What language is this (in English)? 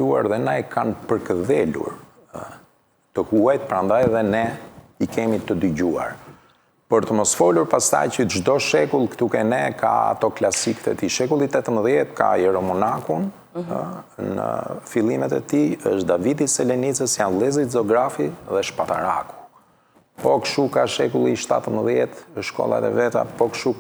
Albanian